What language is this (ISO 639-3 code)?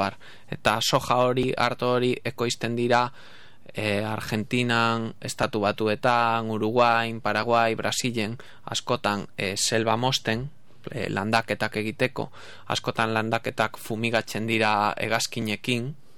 eus